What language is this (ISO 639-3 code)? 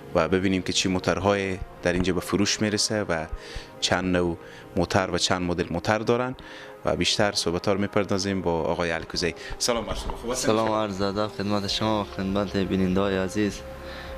fas